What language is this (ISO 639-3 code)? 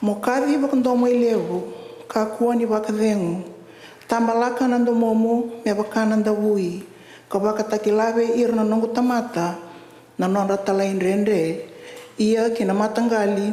fij